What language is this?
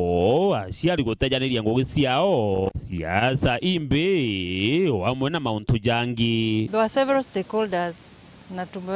Meru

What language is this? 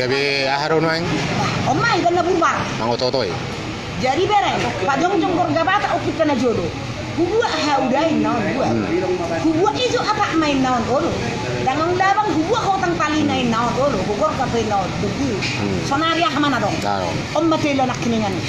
Batak Toba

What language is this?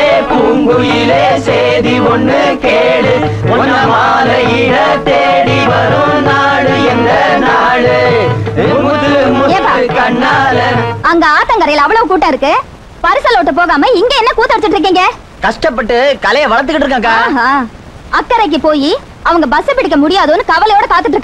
Tamil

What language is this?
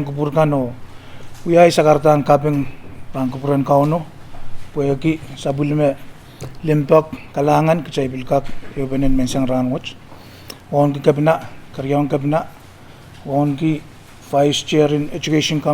Pohnpeian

